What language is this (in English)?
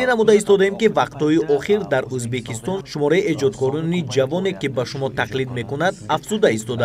Tajik